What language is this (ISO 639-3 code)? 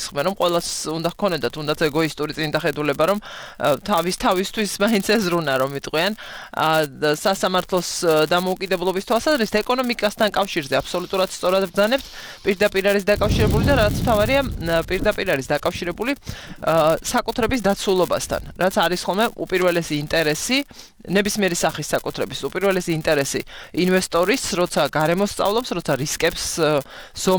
kat